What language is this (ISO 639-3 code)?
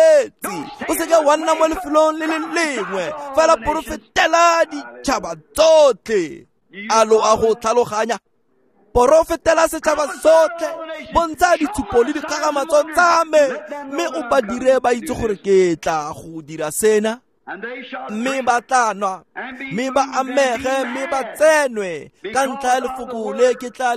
tsn